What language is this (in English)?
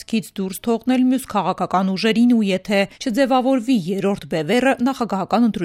Armenian